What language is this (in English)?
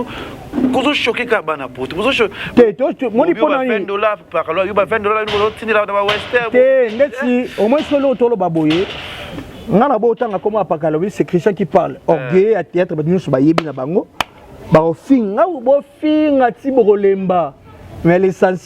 Lingala